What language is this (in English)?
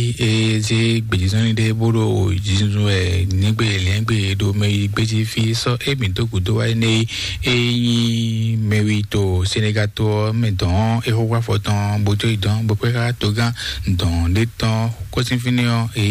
Fon